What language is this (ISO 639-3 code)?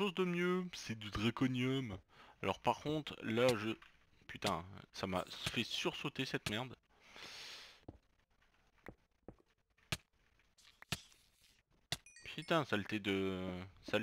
fra